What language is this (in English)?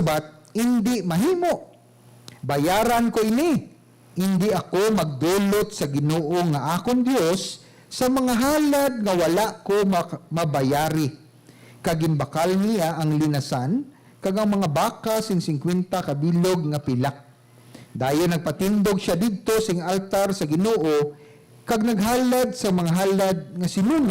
Hiligaynon